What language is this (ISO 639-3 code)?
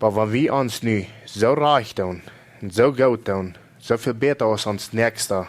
pdt